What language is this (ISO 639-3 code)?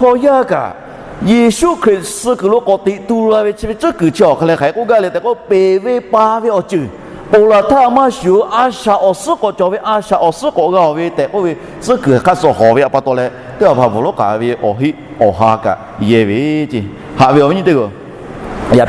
lhu